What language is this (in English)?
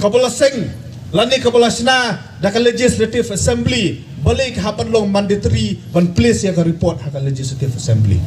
Khasi